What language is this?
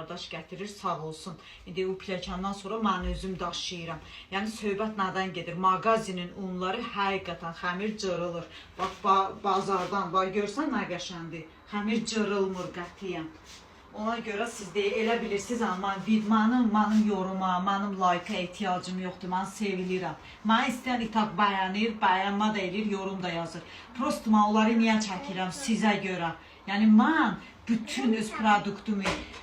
Azerbaijani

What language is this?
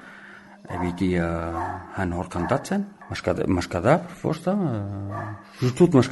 Basque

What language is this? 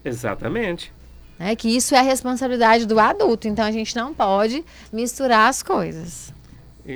Portuguese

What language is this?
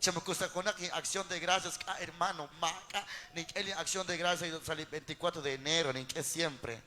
Kekchí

